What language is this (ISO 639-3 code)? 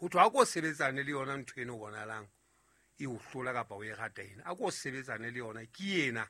sot